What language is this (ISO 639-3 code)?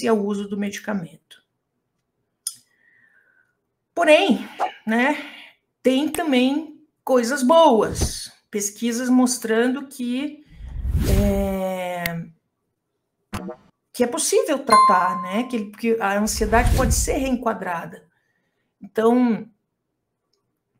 por